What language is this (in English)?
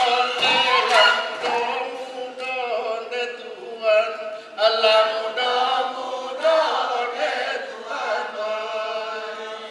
Minangkabau